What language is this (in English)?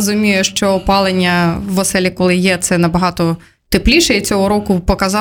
Ukrainian